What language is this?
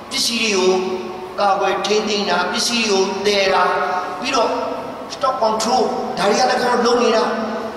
Burmese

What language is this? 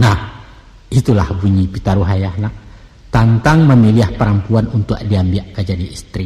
Minangkabau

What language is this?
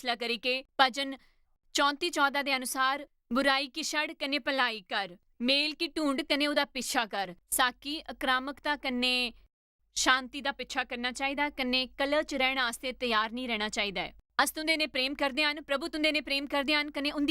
Dogri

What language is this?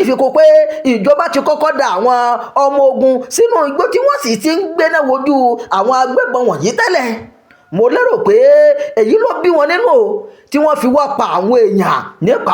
Yoruba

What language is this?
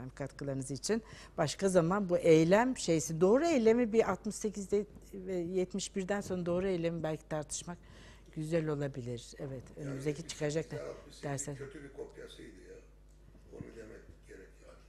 Turkish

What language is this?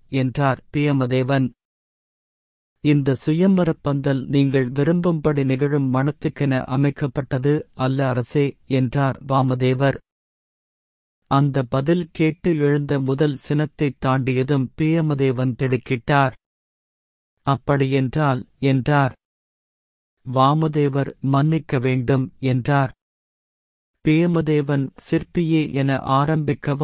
Tamil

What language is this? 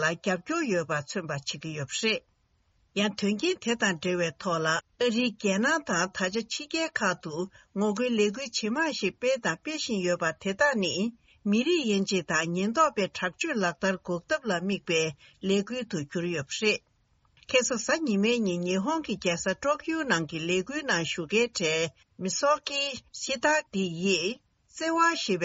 Tibetan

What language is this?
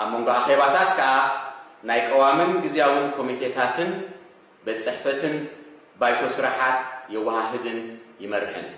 Tigrinya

